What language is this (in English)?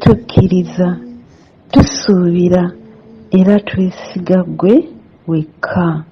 Ganda